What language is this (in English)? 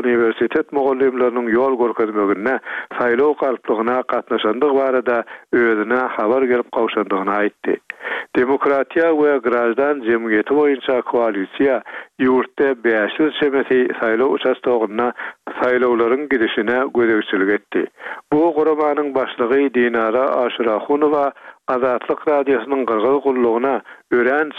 Turkmen